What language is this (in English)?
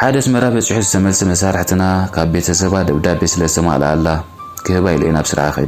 Tigrinya